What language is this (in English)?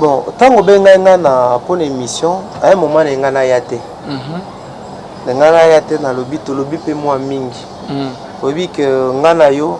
Lingala